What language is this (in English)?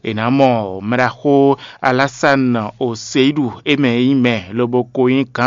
Fon